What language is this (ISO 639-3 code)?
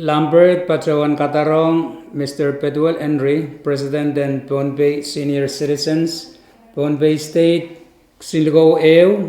pon